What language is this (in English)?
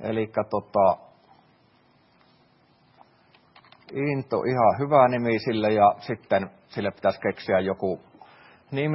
Finnish